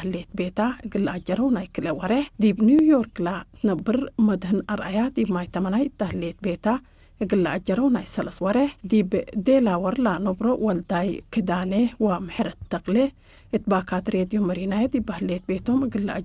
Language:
Tigre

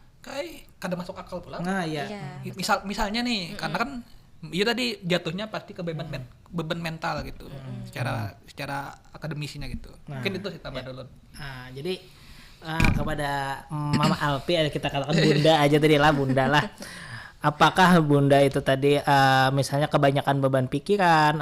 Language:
Banjar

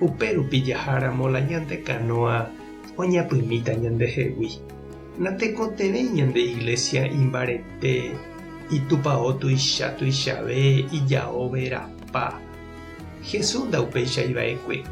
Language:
Guarani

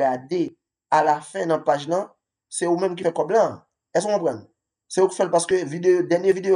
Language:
Haitian Creole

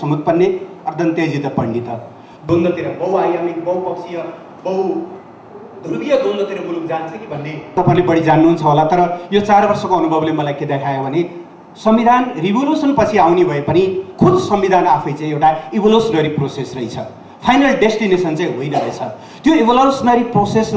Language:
Nepali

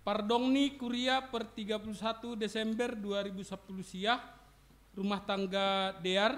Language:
Batak Simalungun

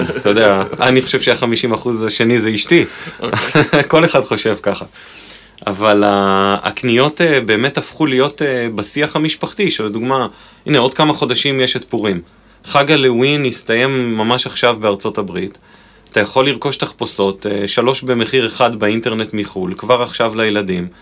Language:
Hebrew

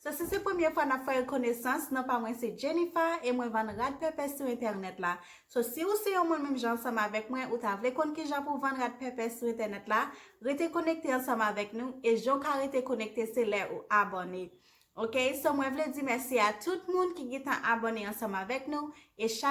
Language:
Haitian Creole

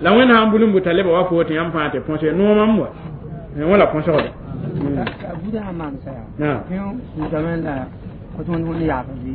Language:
Mossi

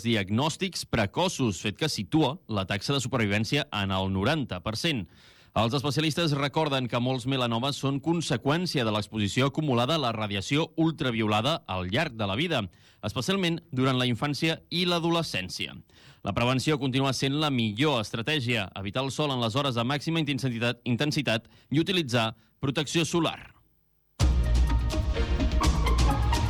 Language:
Catalan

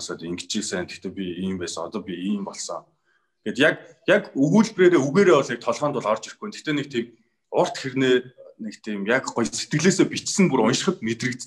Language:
Mongolian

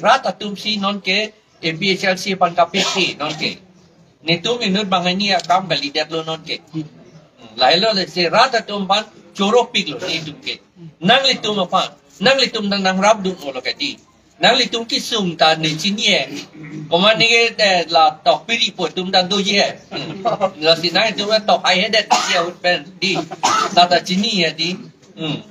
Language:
Karbi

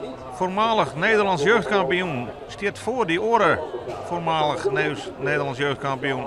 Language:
Western Frisian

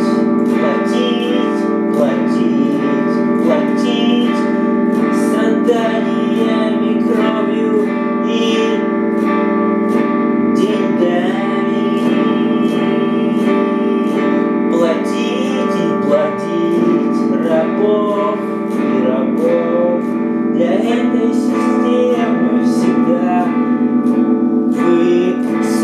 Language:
Russian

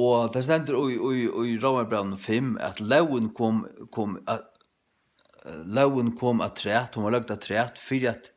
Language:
Faroese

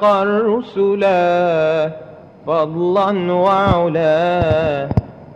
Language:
Madurese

